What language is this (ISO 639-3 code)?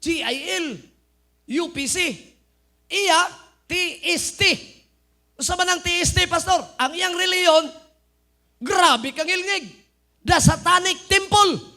ceb